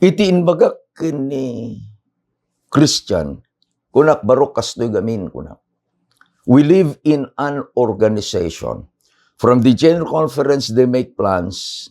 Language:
Iloko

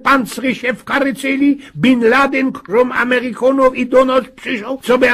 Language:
Silesian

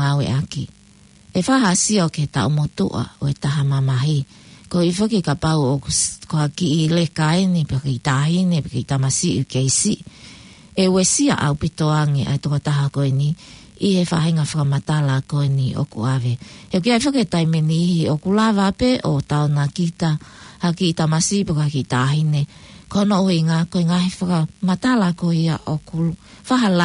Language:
Tongan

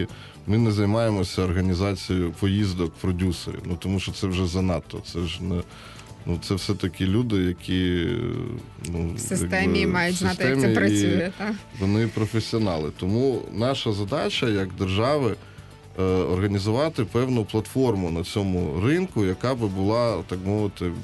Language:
Ukrainian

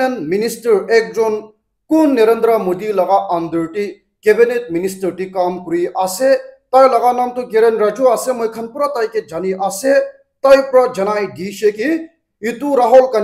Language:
Naga Pidgin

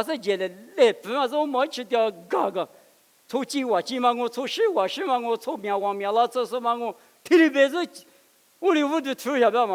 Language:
Lisu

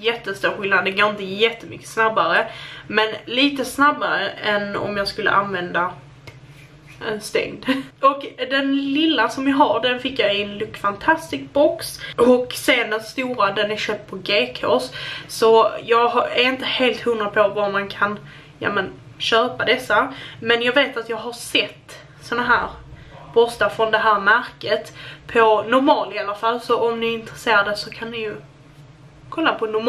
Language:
Swedish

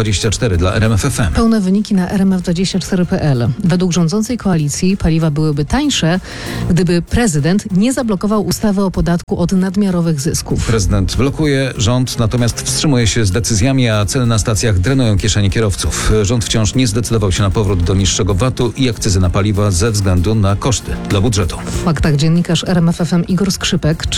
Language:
Polish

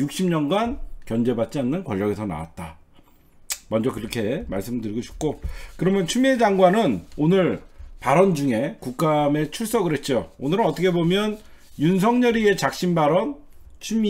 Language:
Korean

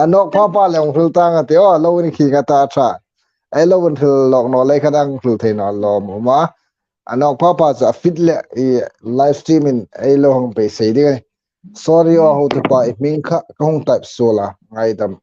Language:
Hmar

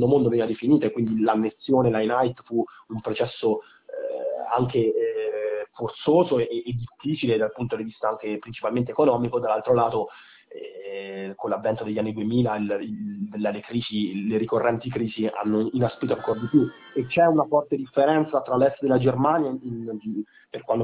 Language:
Italian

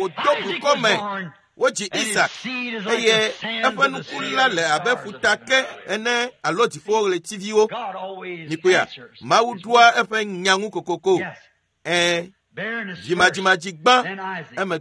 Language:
Ewe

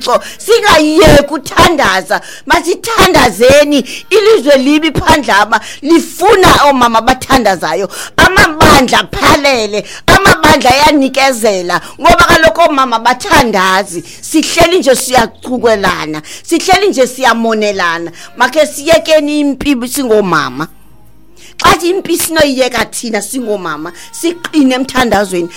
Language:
Xhosa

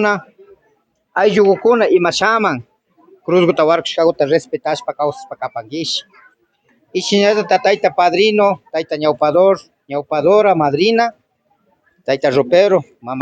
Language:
Imbabura Highland Quichua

